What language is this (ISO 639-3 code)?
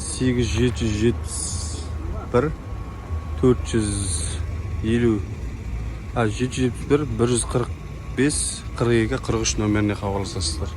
kaz